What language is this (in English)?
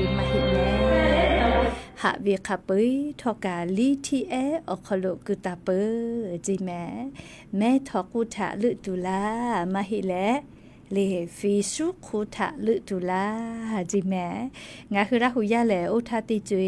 Lahu